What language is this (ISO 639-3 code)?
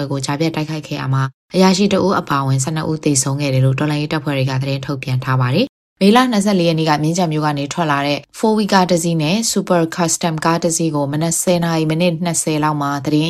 mya